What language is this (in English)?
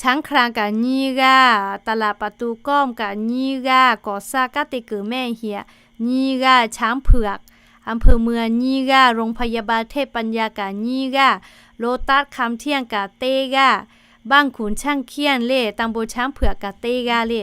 Lahu